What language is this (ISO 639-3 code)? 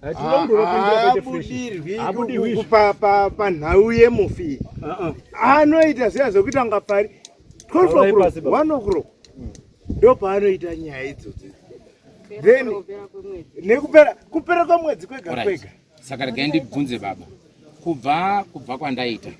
sna